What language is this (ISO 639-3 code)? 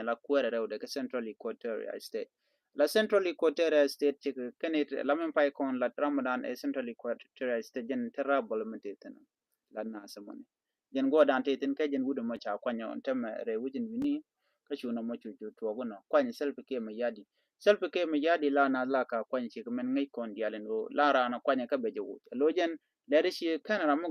nus